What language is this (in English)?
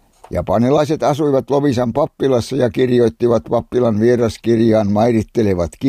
Finnish